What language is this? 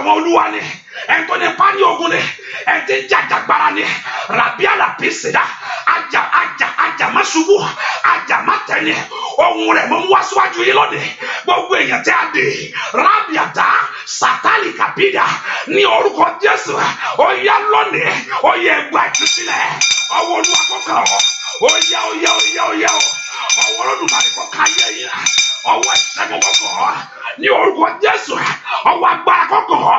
Yoruba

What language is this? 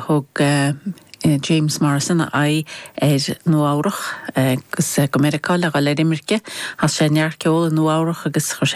Irish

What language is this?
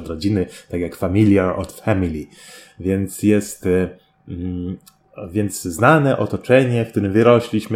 Polish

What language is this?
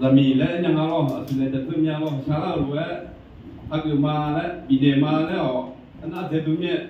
Akha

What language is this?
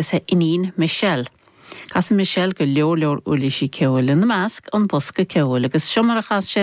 Irish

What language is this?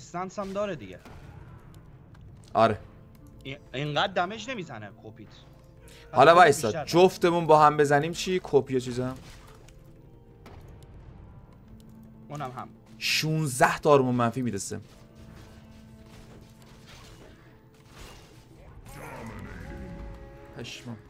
Persian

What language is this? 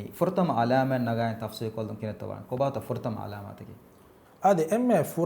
Divehi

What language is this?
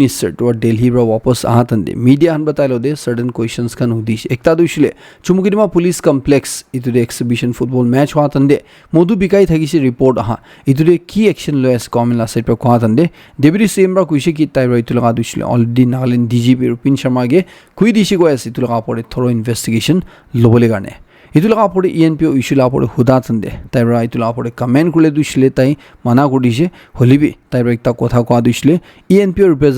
Naga Pidgin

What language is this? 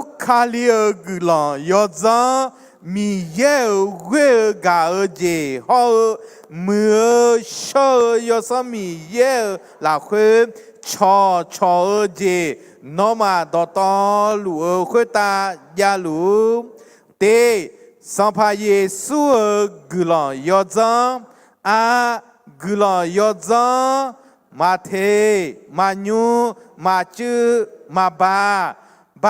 Akha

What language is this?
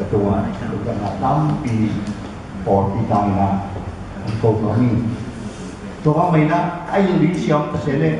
Tedim Chin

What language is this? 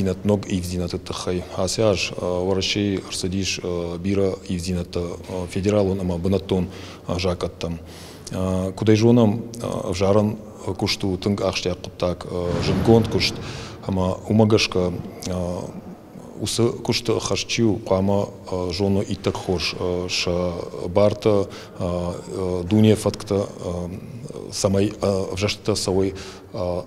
Ossetic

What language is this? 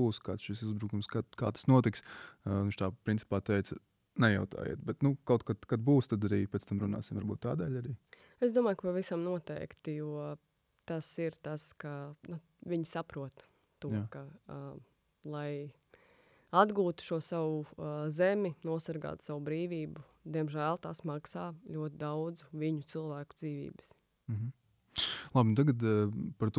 Latvian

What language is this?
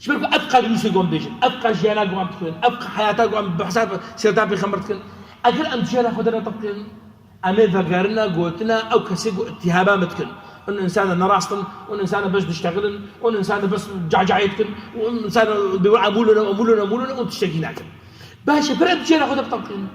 Kurdish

